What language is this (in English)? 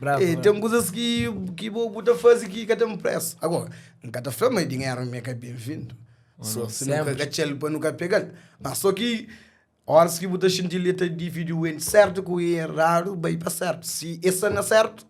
Kabuverdianu